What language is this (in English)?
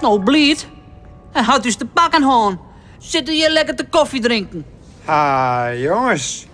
Western Frisian